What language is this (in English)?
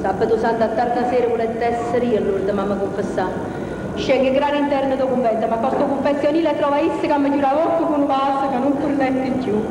Neapolitan